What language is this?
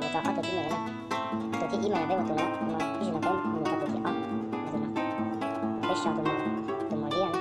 Hmong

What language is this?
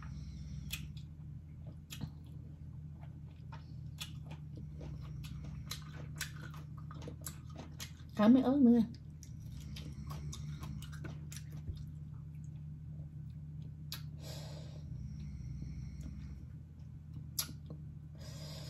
Vietnamese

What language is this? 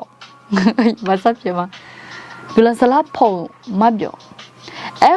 Akha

